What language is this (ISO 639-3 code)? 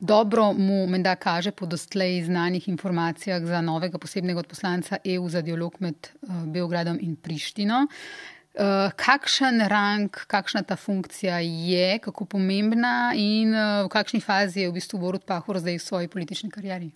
slv